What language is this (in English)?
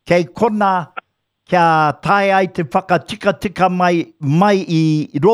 Māori